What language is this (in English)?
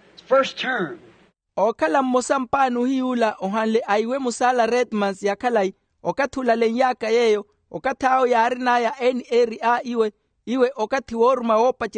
Makhuwa